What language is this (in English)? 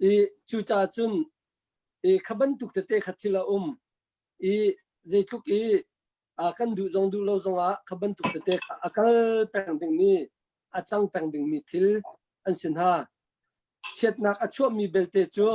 Hakha Chin